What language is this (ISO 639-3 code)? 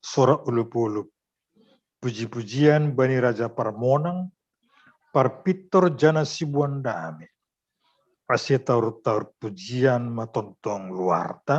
bts